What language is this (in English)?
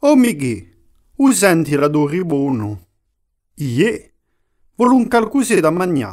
Corsican